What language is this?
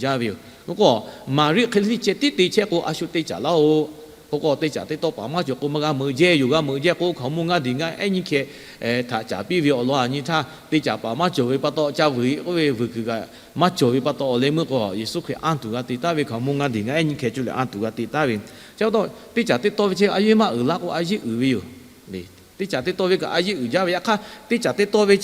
Lahu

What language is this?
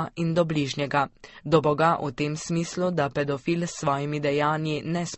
Slovenian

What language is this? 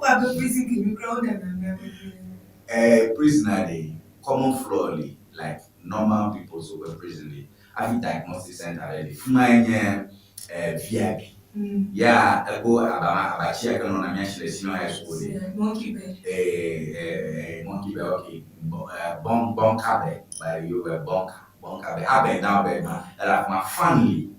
Ewe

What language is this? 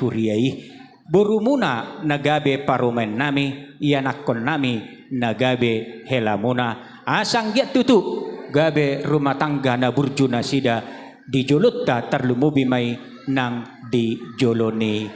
Batak Toba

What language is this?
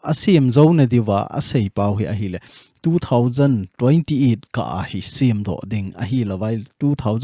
Thado Chin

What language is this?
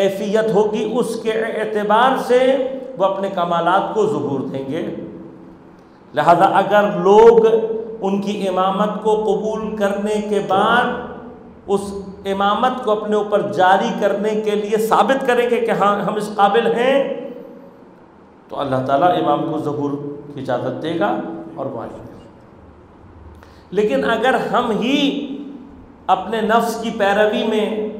Urdu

